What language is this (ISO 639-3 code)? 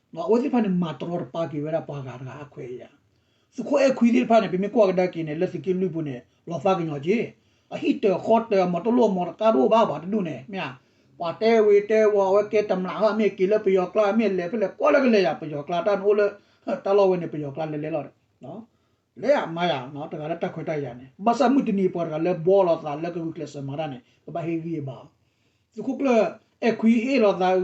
ksw